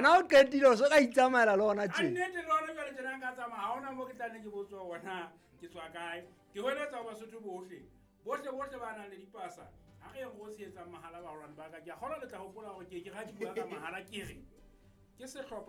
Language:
Southern Sotho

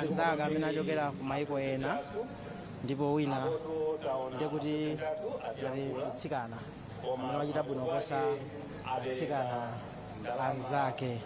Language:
Nyanja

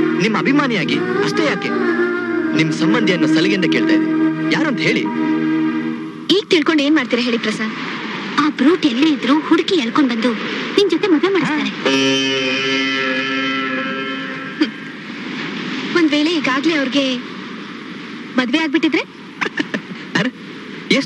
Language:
Kannada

